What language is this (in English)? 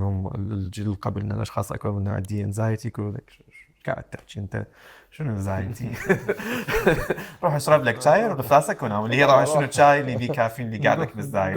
Mesopotamian Arabic